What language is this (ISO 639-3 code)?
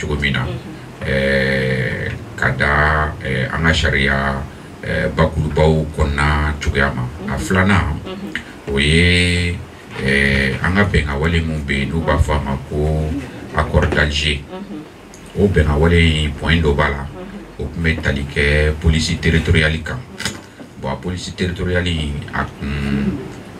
bam